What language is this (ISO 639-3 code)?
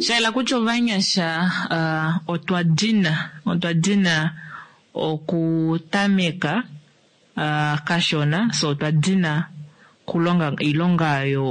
kua